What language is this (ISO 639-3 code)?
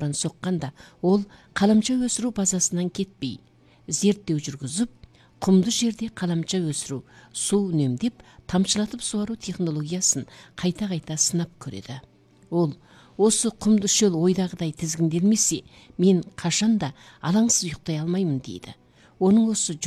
kaz